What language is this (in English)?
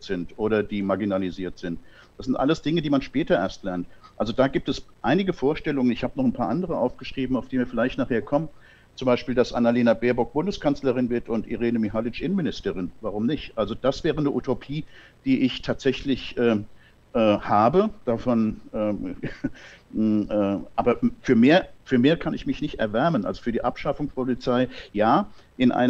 German